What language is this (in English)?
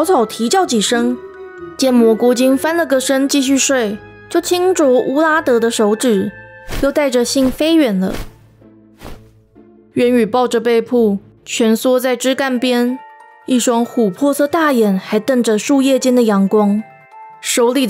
Chinese